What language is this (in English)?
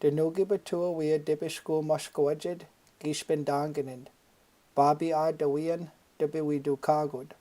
Chippewa